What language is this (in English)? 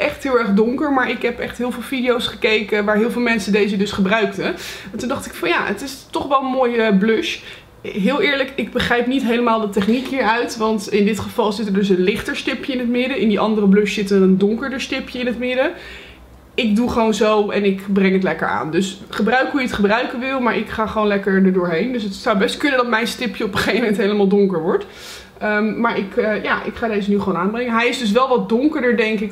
Dutch